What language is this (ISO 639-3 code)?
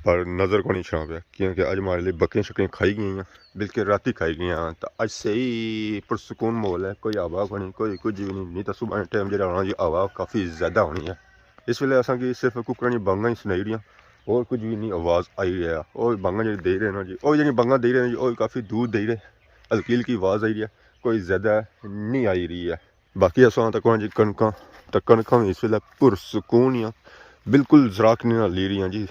phr